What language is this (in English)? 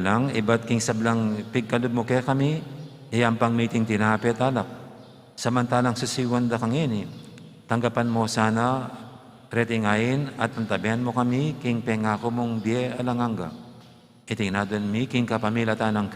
Pampanga